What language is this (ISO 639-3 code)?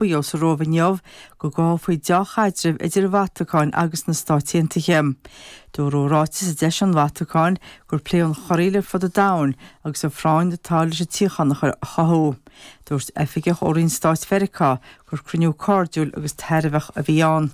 gle